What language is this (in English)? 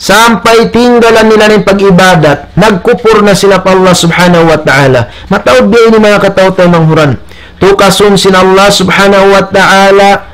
Tausug